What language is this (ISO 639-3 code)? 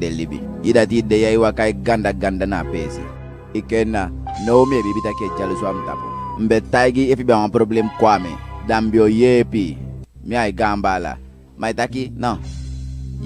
djk